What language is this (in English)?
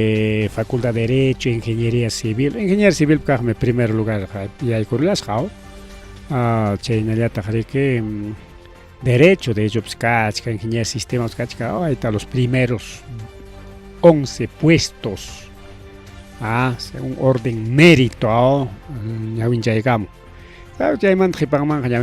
Ayacucho Quechua